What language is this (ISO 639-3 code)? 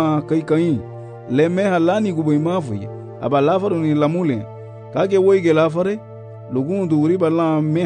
cab